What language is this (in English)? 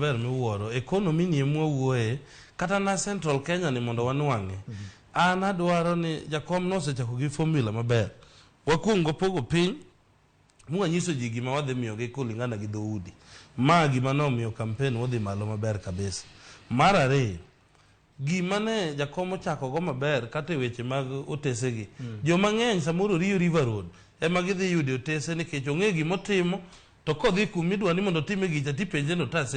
Luo (Kenya and Tanzania)